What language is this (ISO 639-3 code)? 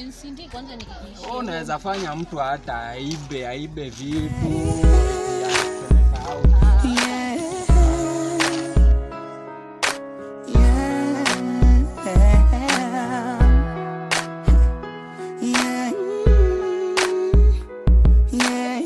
swa